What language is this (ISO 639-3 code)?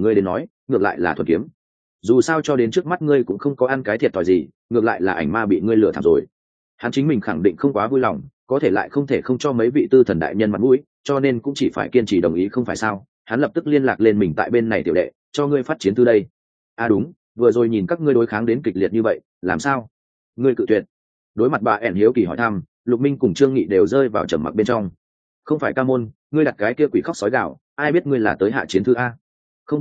vie